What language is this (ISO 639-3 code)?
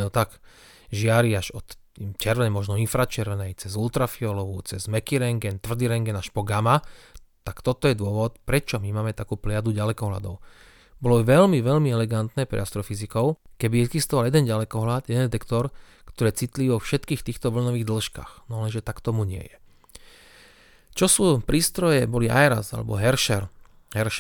slk